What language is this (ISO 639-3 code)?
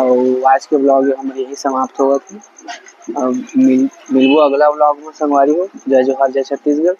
hne